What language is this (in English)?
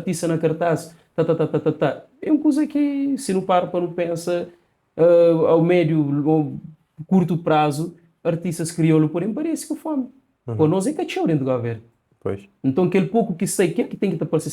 Kabuverdianu